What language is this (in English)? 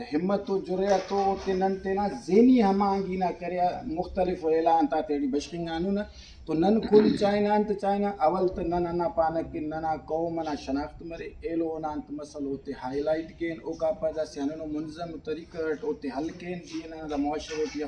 Brahui